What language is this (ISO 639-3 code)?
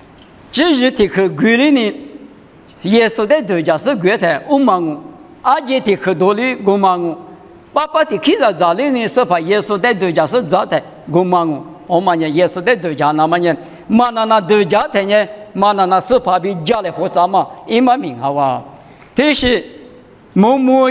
lis